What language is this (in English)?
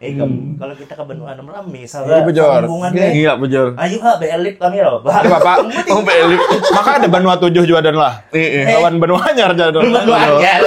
Banjar